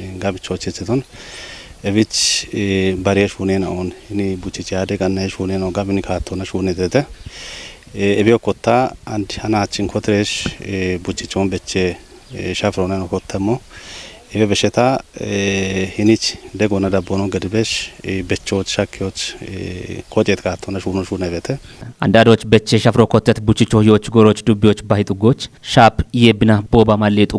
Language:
Kafa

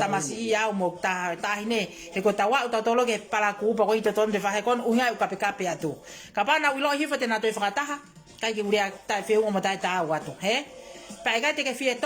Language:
Tongan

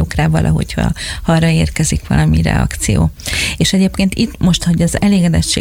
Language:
Hungarian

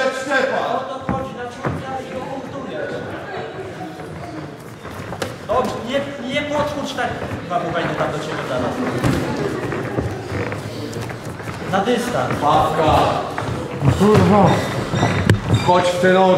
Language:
Polish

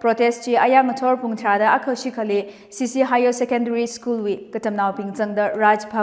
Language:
Tangkhul Naga (India)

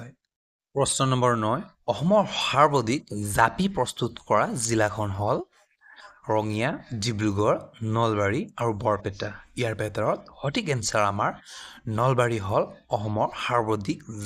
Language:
Assamese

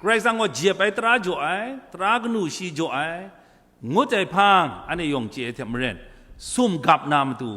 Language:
Kachin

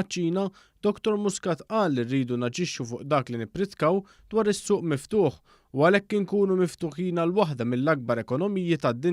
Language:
Maltese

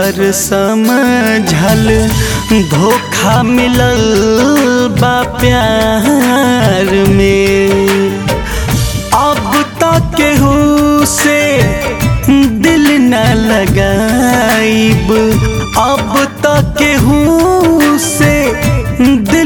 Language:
Bhojpuri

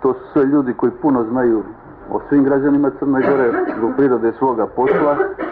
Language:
Serbian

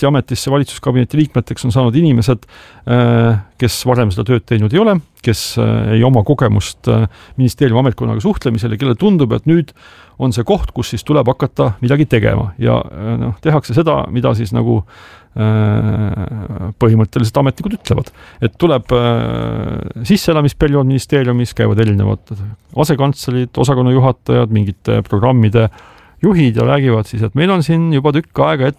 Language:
Estonian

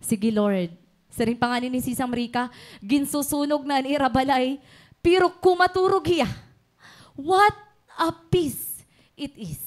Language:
Waray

